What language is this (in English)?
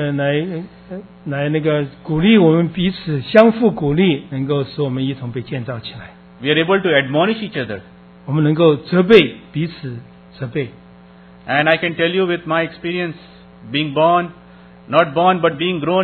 Chinese